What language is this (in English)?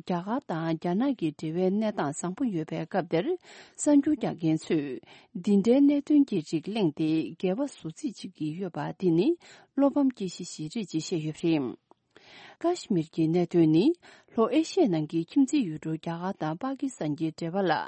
Tibetan